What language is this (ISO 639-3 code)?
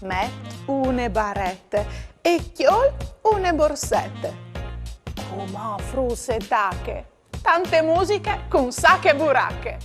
fur